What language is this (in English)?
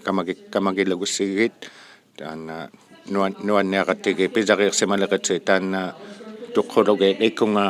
Inuktitut